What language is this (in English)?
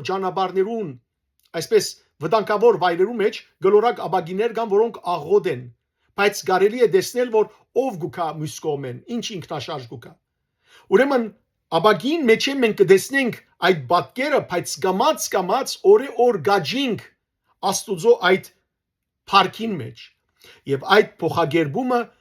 Western Armenian